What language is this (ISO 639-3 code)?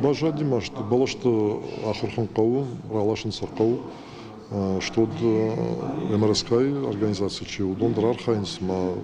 oss